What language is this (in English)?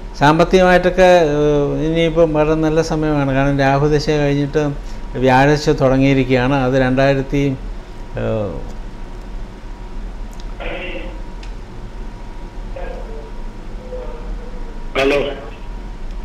Malayalam